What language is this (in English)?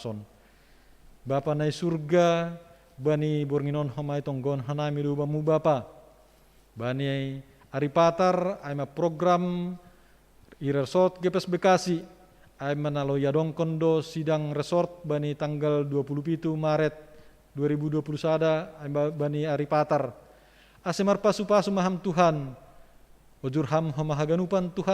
Batak Simalungun